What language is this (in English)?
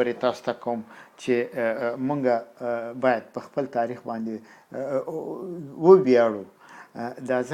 Pashto